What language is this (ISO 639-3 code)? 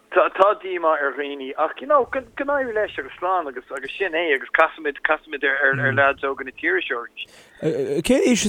gle